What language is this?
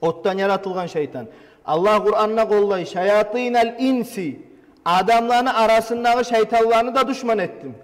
Kumyk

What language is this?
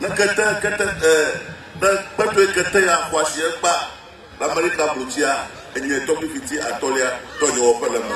Ewe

